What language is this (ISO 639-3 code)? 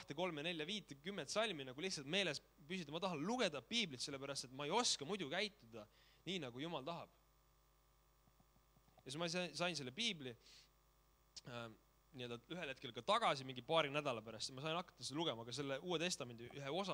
est